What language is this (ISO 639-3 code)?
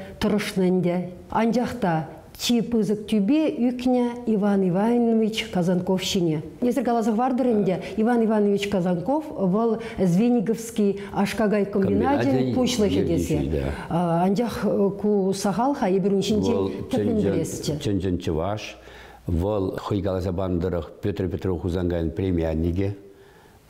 chv